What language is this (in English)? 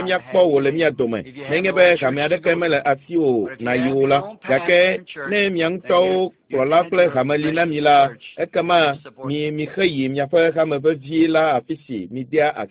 Ewe